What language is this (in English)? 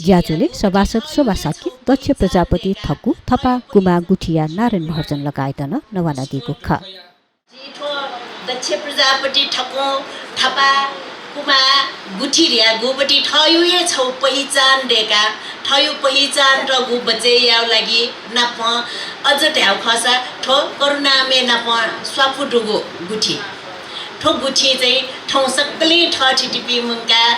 Newari